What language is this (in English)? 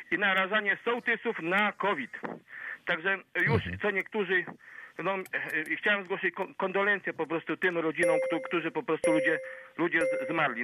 Polish